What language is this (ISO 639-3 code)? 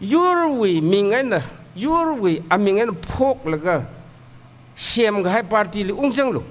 nmf